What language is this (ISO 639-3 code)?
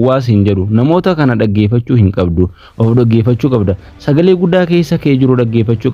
orm